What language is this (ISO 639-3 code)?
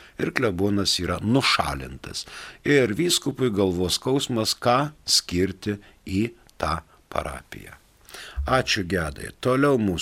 lit